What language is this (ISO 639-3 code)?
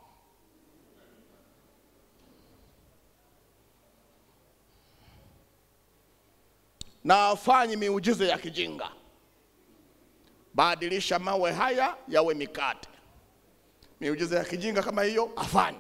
swa